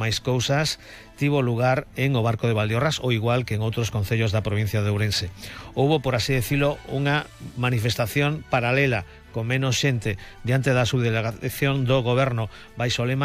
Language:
Galician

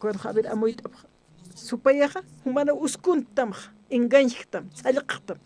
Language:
Aymara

